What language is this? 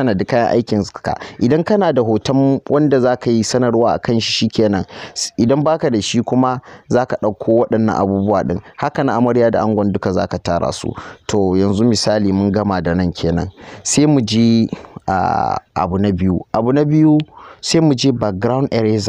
Hausa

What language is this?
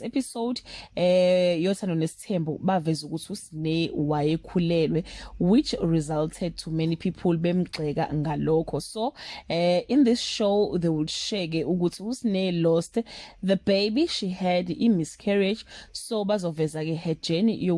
Zulu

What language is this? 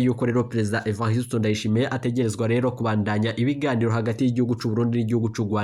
Rundi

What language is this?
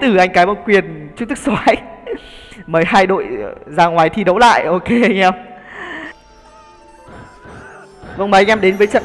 Vietnamese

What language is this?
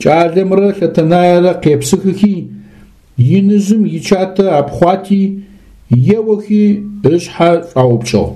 Adyghe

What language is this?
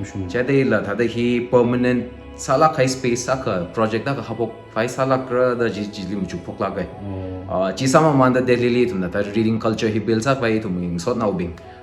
Tangkhul Naga (India)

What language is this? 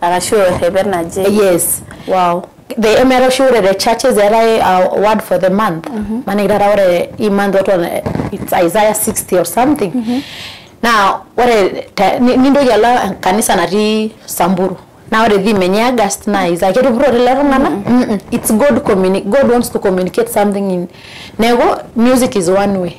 Masai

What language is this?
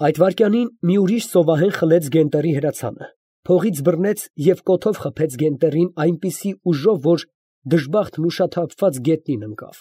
Armenian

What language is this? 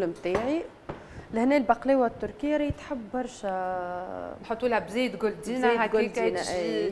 Tunisian Arabic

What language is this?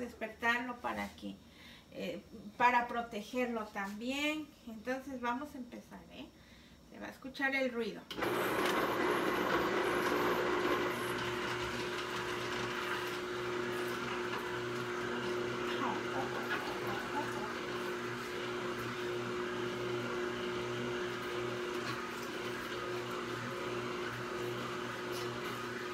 Spanish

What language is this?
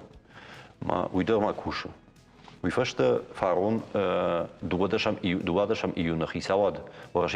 Ossetic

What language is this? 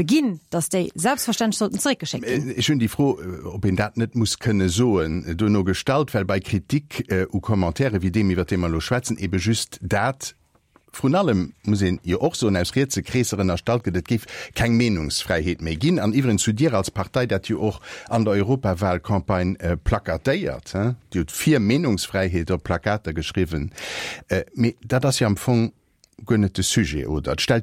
Luxembourgish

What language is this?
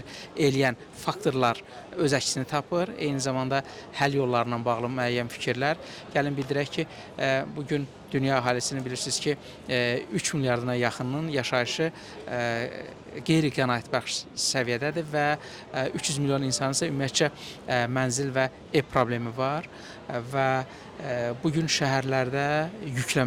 Azerbaijani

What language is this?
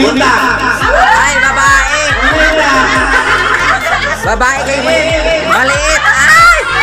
Filipino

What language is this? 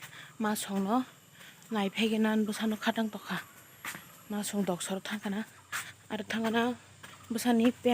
Kok Borok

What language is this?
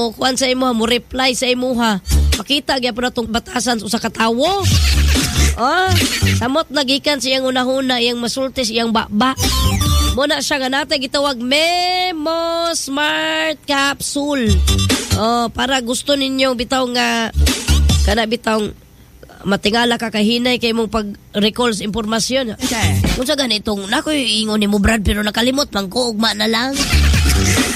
Cebuano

